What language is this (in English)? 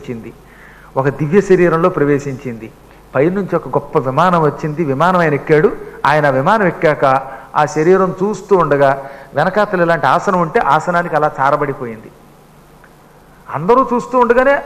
Telugu